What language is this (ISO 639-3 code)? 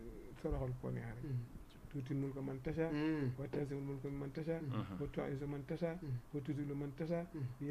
wol